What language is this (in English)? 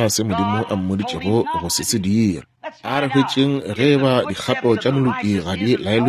Northern Sotho